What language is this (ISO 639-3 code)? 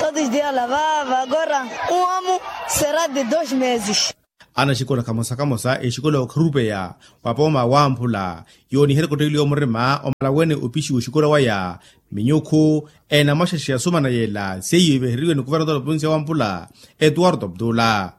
vmw